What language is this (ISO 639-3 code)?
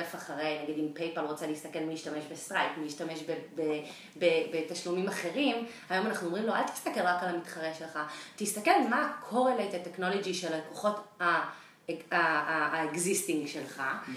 heb